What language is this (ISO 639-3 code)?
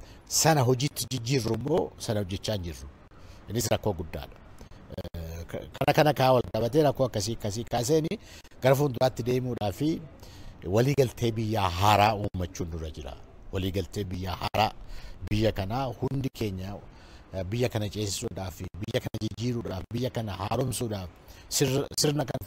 orm